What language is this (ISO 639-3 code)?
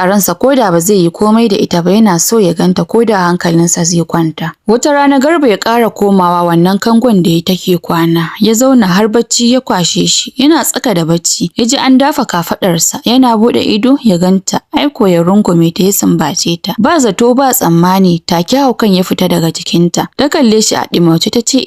hau